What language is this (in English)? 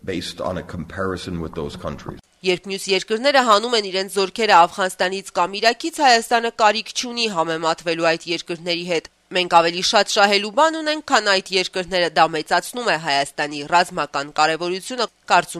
Armenian